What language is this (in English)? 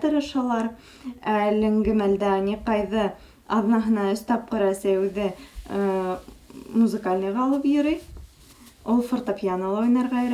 Bashkir